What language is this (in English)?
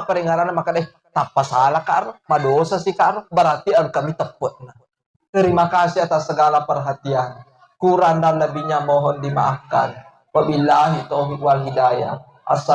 Buginese